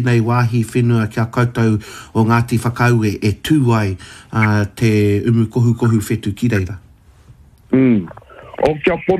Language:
Māori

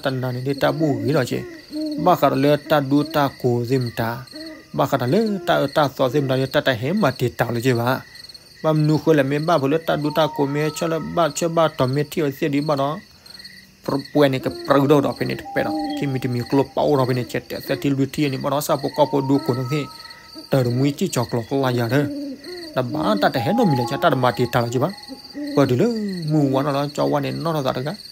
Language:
S'gaw Karen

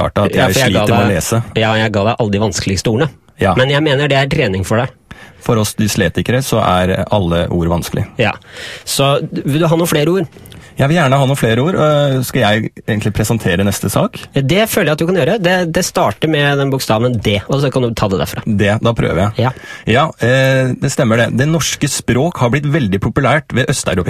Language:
Norwegian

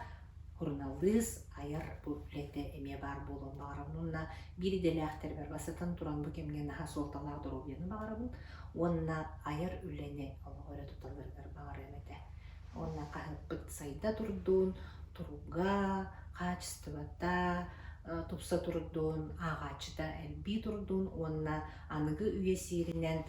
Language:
Yakut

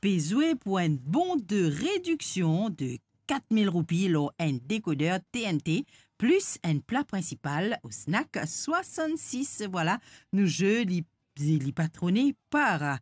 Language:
Morisyen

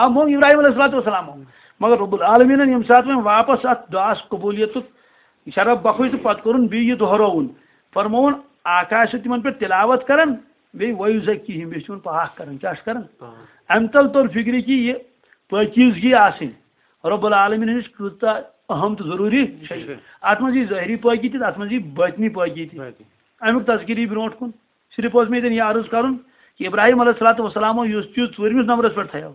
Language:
Kashmiri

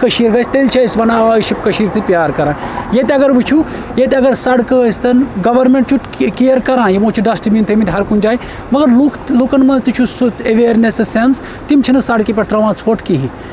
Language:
Kashmiri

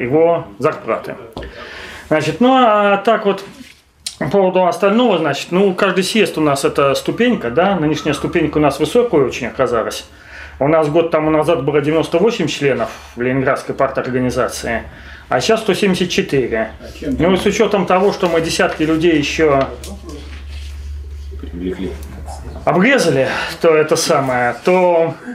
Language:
Russian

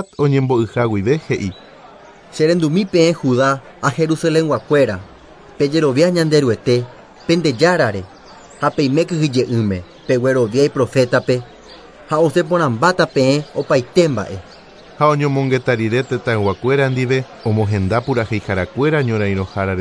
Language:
Guarani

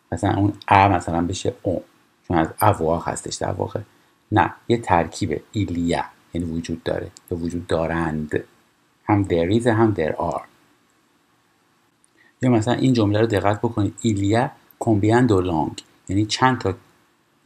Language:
Persian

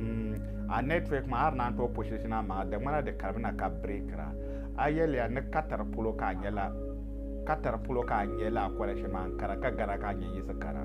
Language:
Dagbani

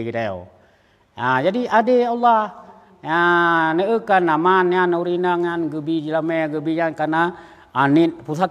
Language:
Achinese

